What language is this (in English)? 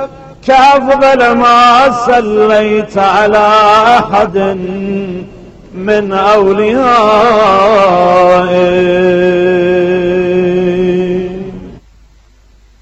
Arabic